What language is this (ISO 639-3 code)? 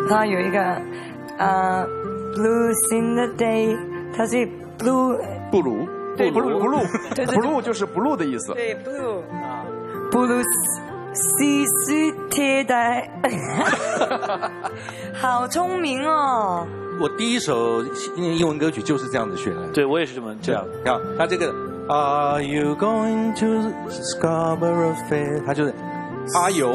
zho